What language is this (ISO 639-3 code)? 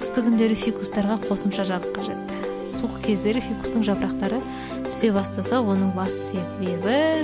kaz